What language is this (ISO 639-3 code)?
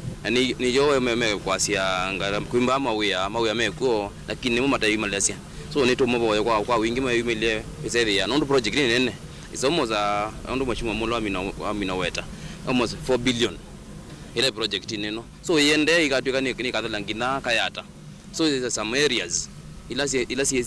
kam